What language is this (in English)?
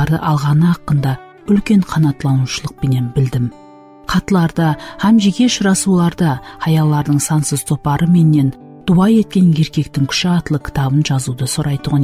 Kara-Kalpak